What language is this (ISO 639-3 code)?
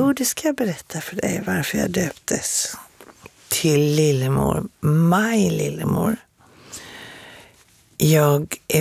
swe